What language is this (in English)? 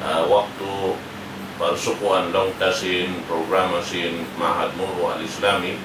Tausug